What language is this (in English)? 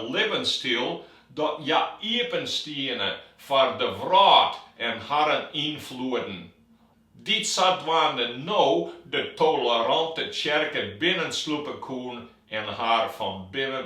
Western Frisian